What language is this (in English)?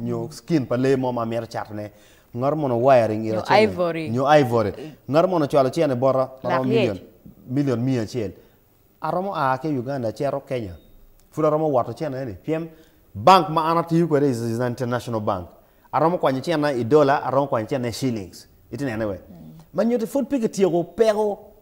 Acoli